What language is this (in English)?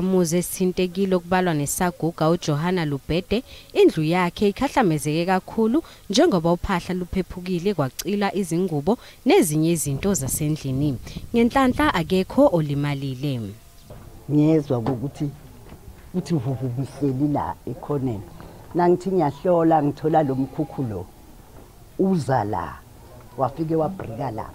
Zulu